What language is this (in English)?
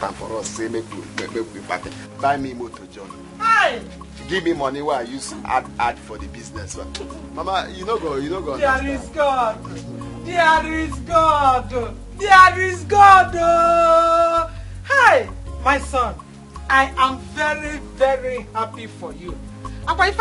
Nigerian Pidgin